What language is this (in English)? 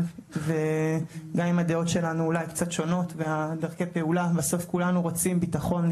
Hebrew